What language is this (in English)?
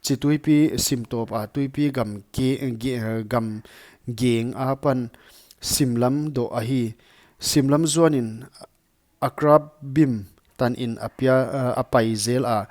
Paite Chin